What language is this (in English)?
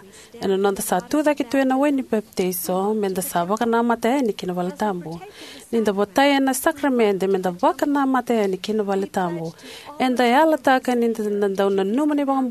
Fijian